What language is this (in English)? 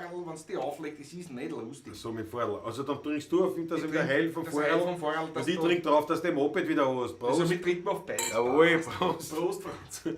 Bavarian